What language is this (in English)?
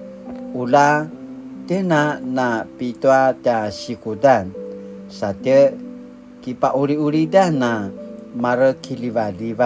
Paiwan